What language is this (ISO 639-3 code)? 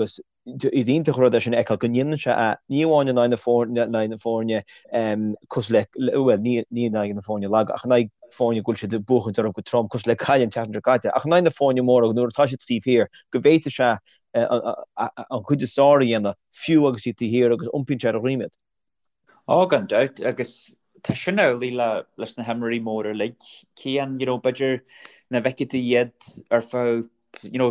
gle